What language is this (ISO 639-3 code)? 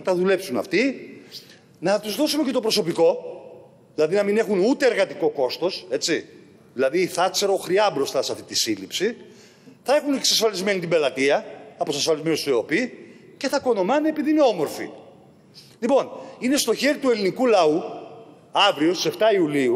ell